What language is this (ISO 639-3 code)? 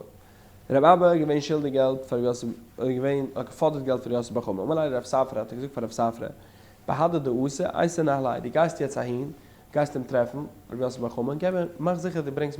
yid